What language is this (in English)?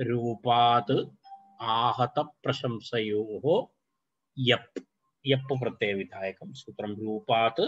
Sanskrit